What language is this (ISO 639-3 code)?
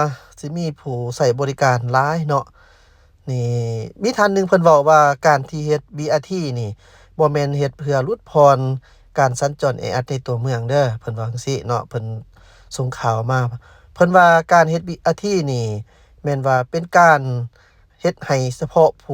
lao